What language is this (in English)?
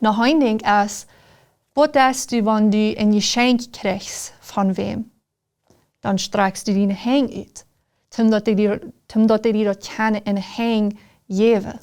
Plautdietsch